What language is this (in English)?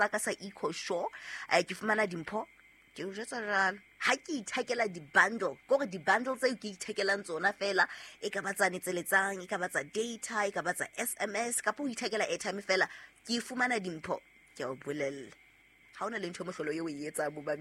Southern Sotho